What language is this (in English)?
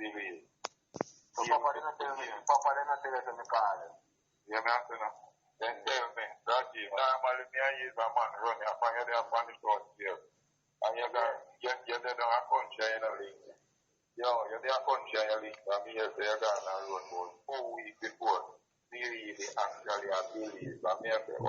Jamaican Creole English